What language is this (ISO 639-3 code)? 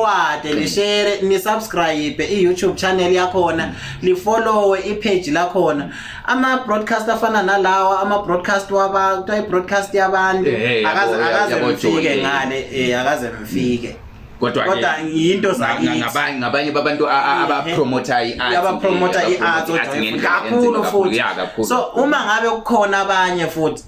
zul